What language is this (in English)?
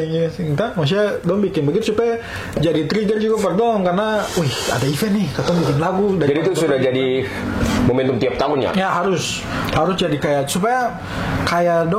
Ambonese Malay